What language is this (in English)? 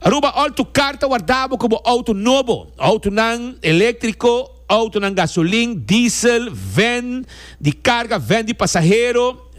Papiamento